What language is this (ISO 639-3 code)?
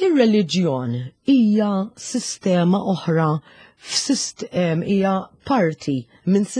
mlt